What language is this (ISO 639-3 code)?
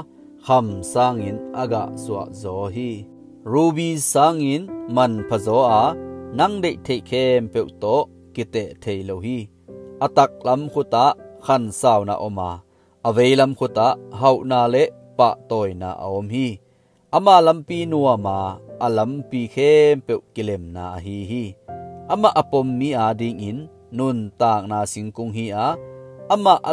ctd